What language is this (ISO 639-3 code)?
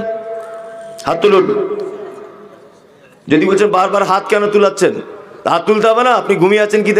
ben